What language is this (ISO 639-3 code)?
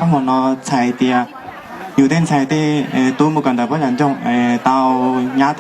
hmn